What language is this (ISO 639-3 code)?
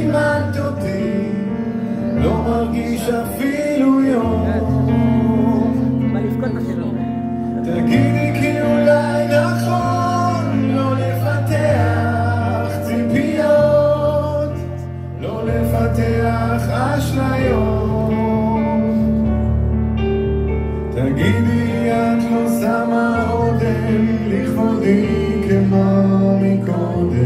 heb